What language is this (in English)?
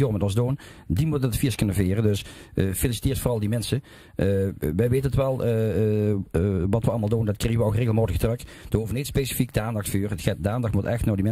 Limburgish